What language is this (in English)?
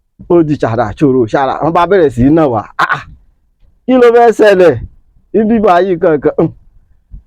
Yoruba